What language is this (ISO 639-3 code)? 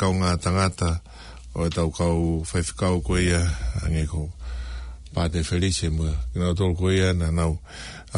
ton